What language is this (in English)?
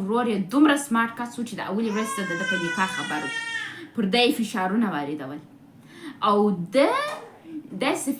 Pashto